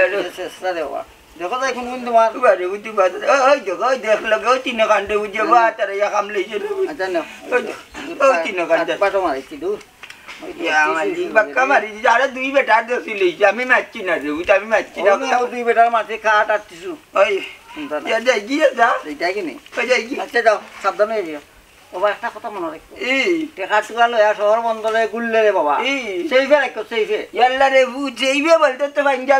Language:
Sylheti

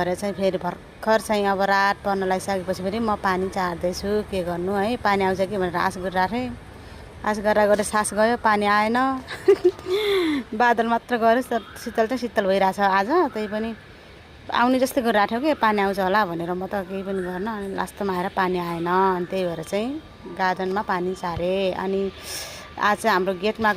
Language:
Nepali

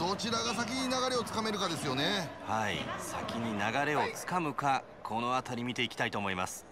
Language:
Japanese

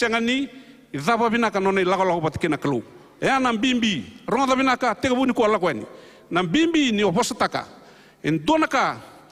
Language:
Fijian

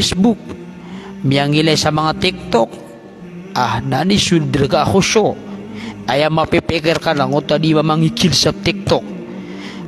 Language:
Maranao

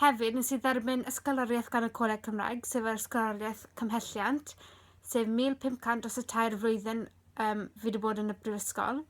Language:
Welsh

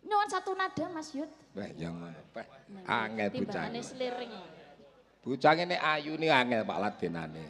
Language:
Javanese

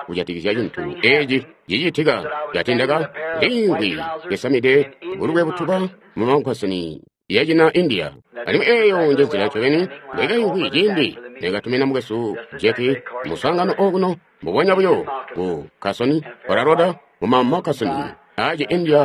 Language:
Tonga (Zambia)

